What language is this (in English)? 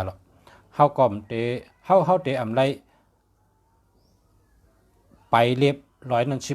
Shan